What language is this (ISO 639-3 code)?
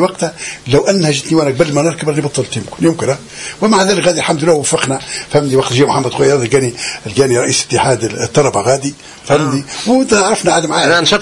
aeb